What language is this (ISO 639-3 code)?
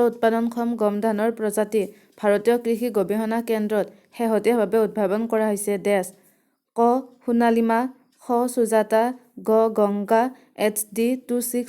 asm